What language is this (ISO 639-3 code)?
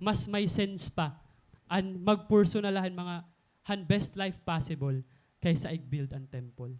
war